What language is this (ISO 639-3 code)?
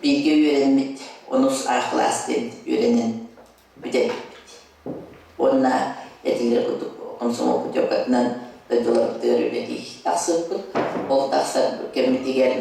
sah